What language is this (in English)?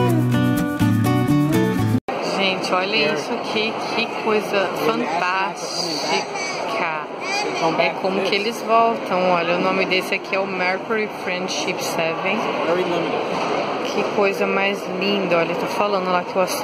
Portuguese